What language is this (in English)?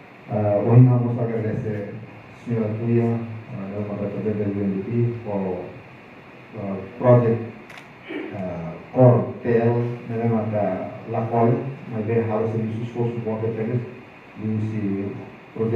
Tetum